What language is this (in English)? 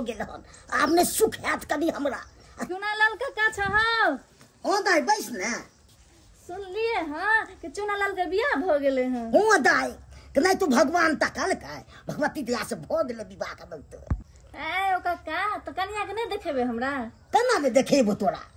Maithili